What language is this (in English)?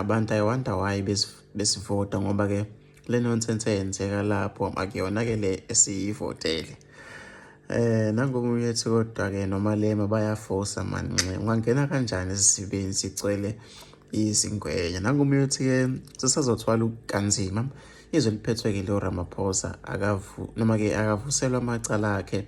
Zulu